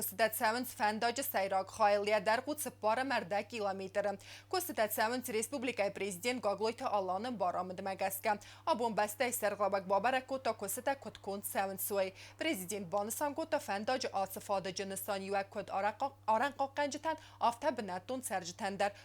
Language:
Ossetic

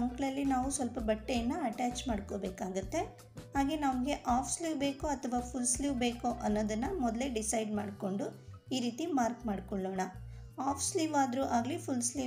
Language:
Kannada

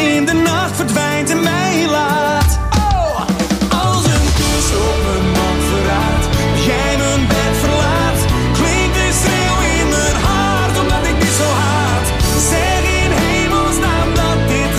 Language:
Dutch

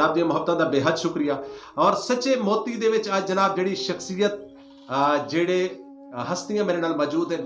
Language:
Western Panjabi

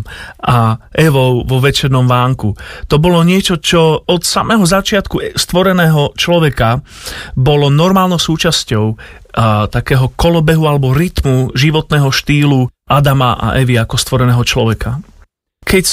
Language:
Slovak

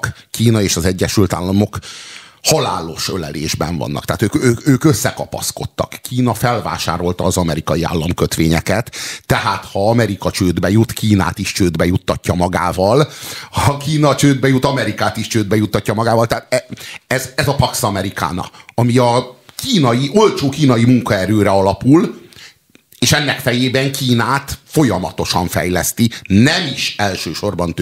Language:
Hungarian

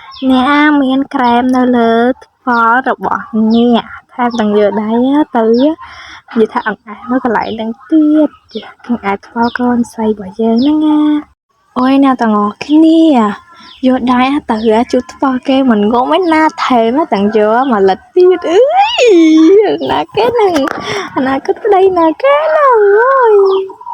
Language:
Khmer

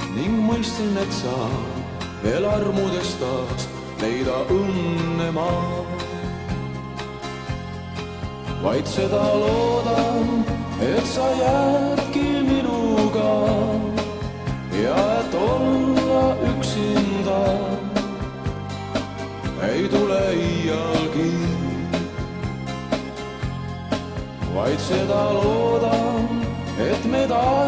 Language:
Estonian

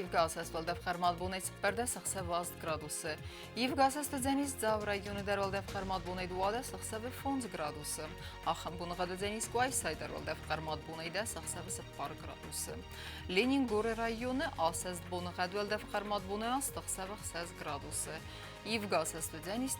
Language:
Ossetic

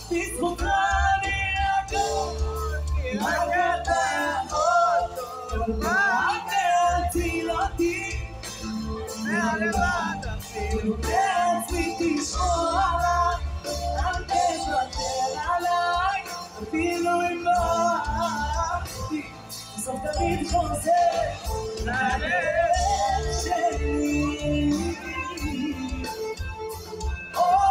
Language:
Hebrew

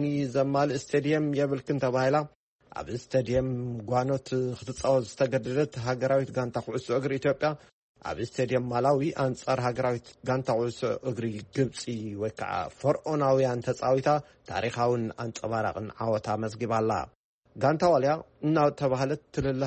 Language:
Tigrinya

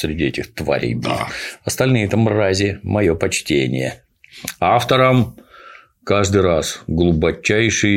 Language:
Russian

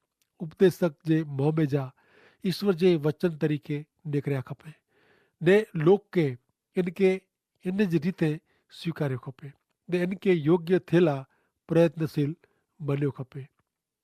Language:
Kachhi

